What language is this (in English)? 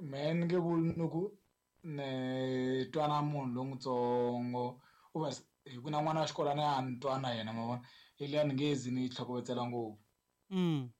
Tsonga